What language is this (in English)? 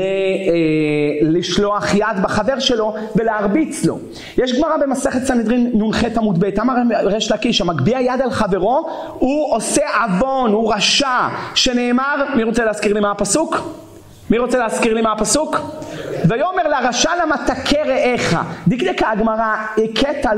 Hebrew